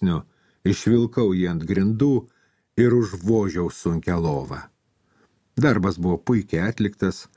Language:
Lithuanian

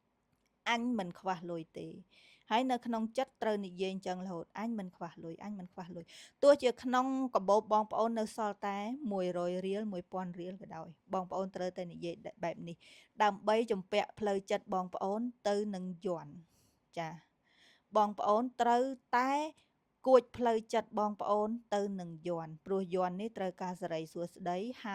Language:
Khmer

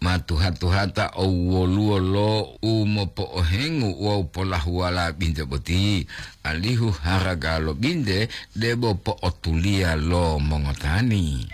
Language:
Gorontalo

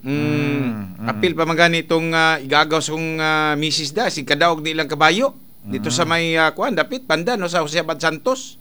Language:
Cebuano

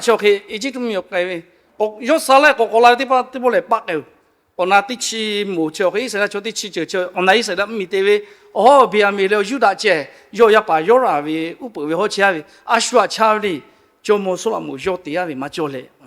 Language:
Lahu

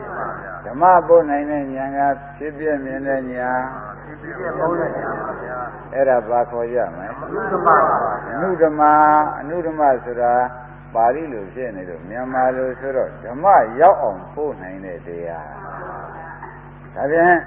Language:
Burmese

